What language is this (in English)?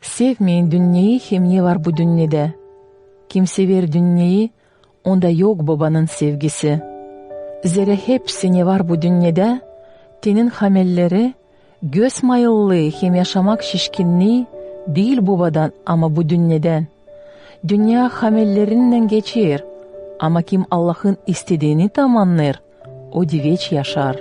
Gagauz